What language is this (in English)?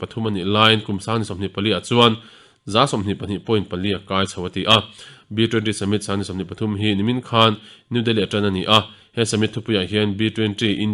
Mizo